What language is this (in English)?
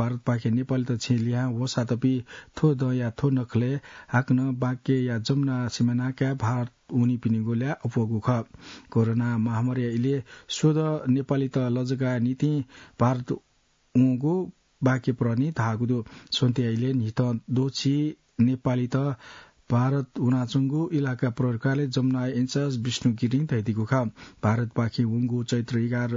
Newari